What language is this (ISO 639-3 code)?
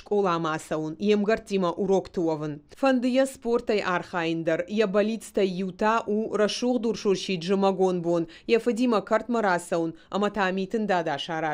oss